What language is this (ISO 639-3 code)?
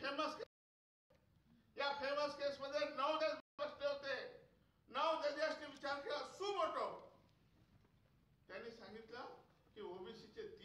mar